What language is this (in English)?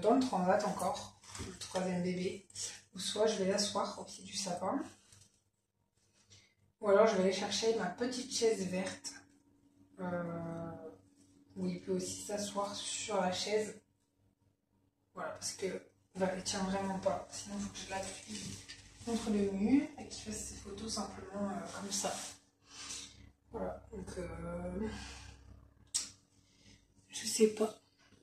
French